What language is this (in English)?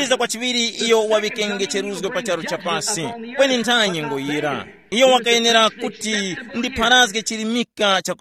Tumbuka